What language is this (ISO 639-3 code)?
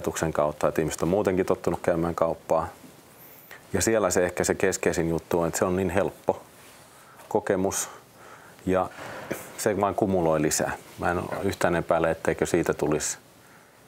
fin